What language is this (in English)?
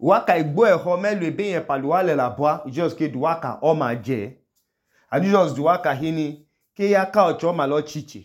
Idoma